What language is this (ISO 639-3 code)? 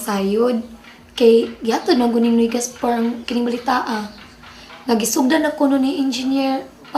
ceb